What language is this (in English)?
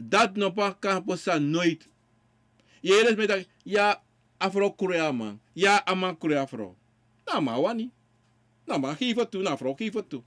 Sranan Tongo